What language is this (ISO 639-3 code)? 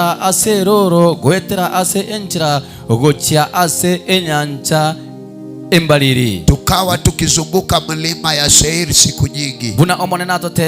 guz